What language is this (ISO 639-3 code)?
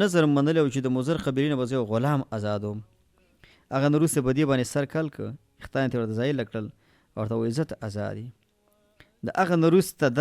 pus